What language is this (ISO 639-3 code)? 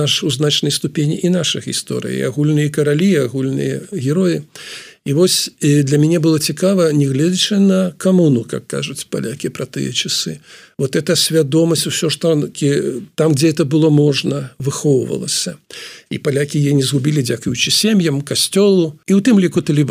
bel